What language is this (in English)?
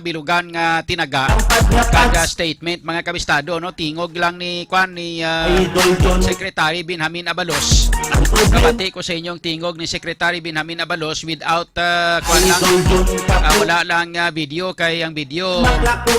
Hiligaynon